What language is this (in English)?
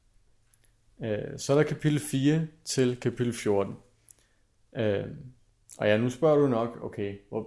Danish